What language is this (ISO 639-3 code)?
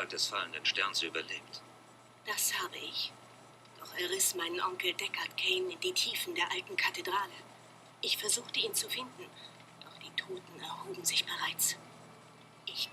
gsw